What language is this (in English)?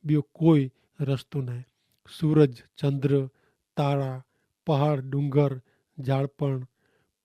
Kachhi